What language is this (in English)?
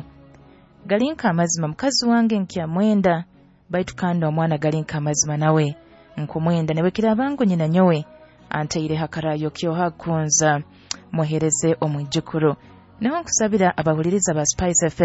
Nyoro